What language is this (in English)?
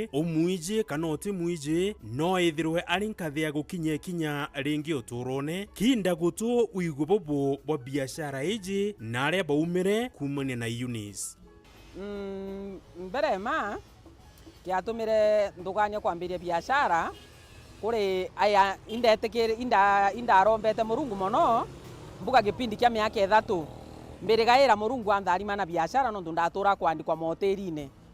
Meru